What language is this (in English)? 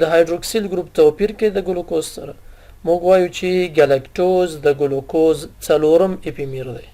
Pashto